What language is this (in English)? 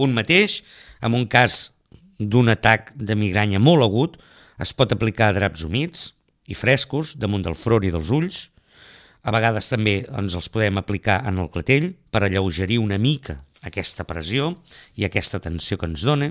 Catalan